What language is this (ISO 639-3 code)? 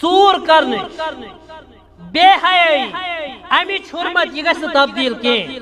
kas